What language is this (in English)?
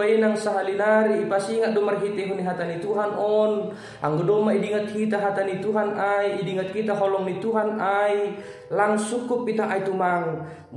Batak Simalungun